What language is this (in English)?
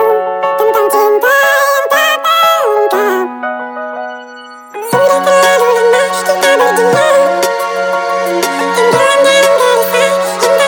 Indonesian